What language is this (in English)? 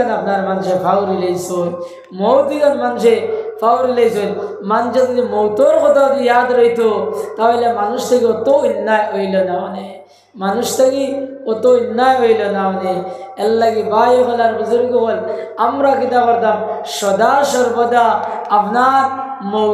Sylheti